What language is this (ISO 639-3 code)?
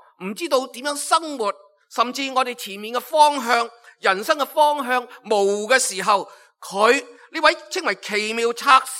yue